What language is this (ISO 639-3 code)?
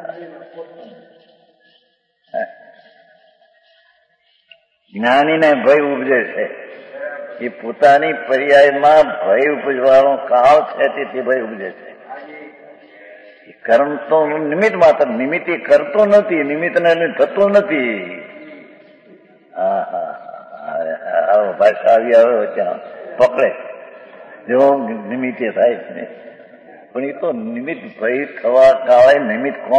guj